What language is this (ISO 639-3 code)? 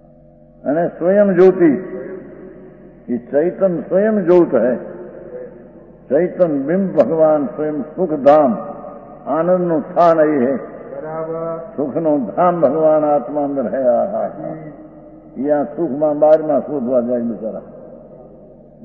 guj